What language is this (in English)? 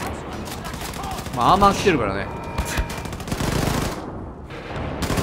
Japanese